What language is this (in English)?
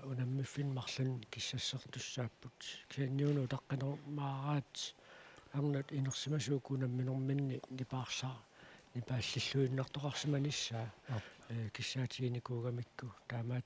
Kalaallisut